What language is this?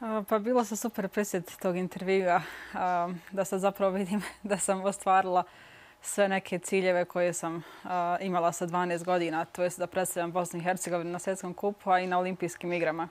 Bosnian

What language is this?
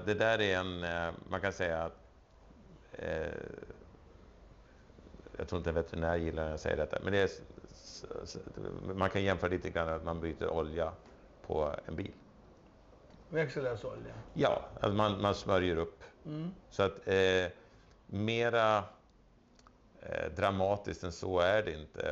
Swedish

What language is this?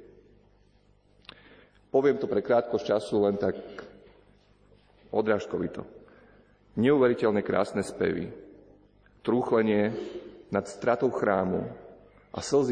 Slovak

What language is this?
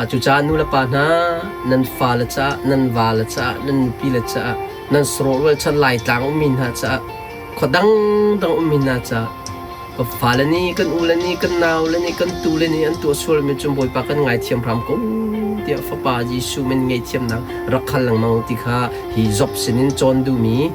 Hakha Chin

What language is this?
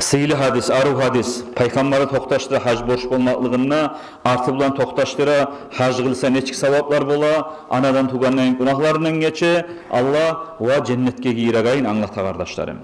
Kumyk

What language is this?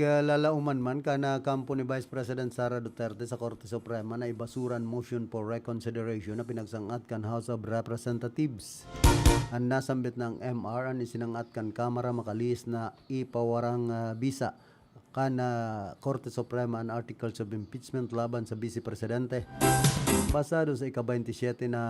Bikol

